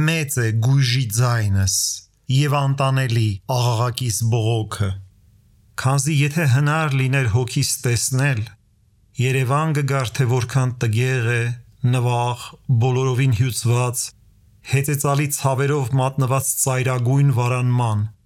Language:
Armenian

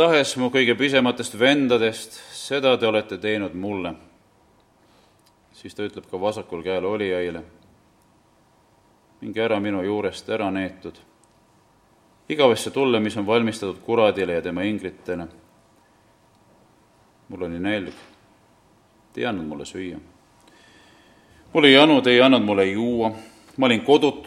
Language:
Estonian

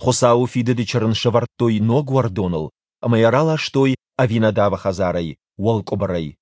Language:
Ossetic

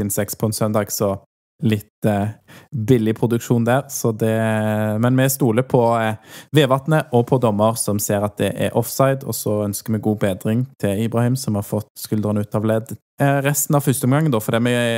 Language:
Norwegian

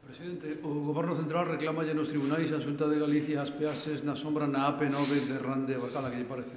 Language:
Galician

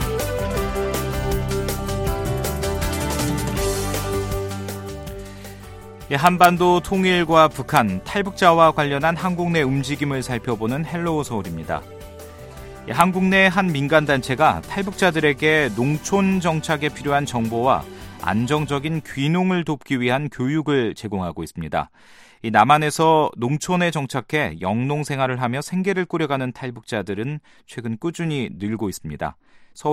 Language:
Korean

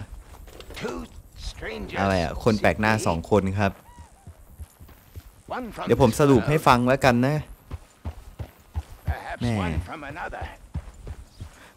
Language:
Thai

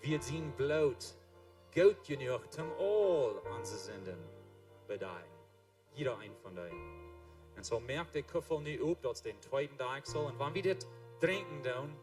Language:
Plautdietsch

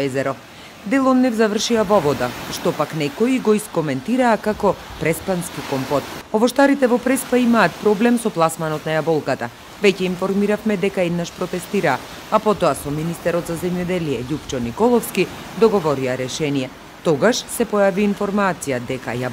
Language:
Macedonian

